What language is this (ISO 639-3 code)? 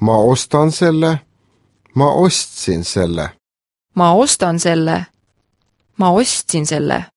est